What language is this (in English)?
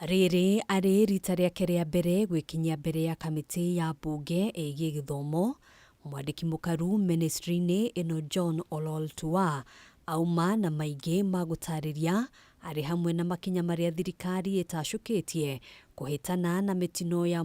Kikuyu